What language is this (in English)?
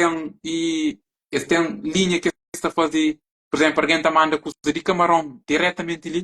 Kabuverdianu